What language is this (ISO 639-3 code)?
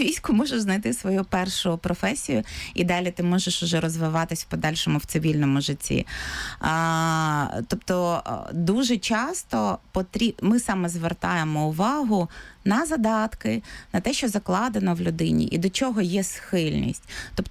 ukr